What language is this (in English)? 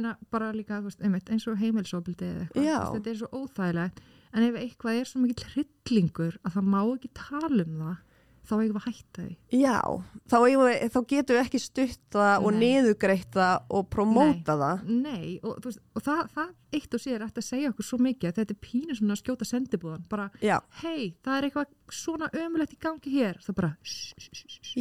Icelandic